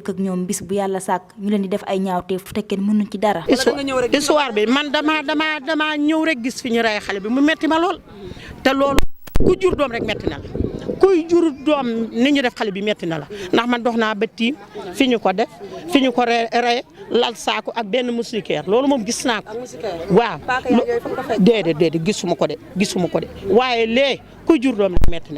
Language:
Wolof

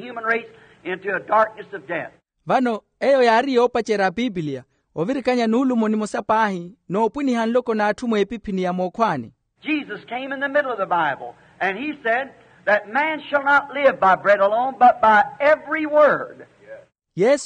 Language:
Makhuwa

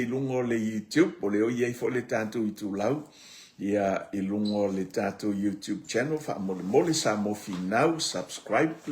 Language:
Samoan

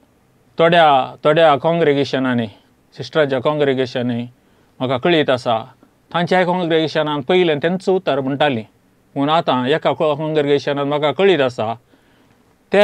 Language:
Konkani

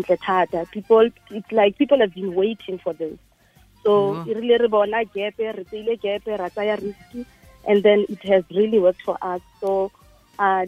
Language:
Tswana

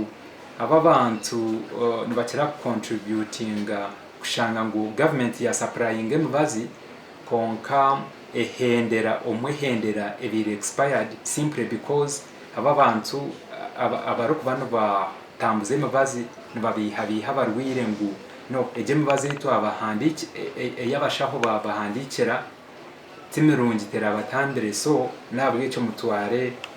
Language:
Nyankole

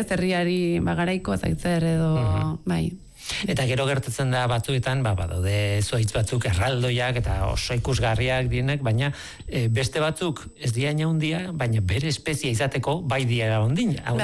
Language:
Basque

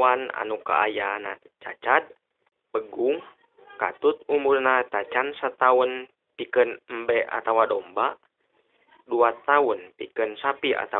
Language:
Sundanese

